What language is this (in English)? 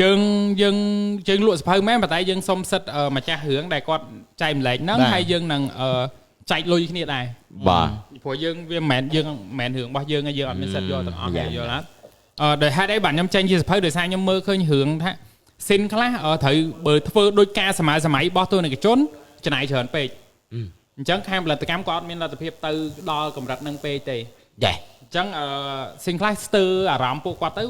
Khmer